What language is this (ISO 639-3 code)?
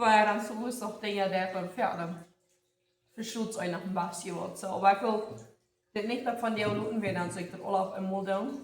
pdt